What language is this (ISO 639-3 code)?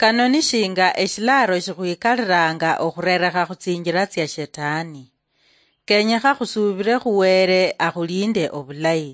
luy